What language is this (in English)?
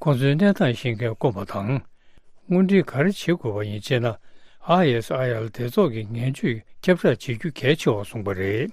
Tibetan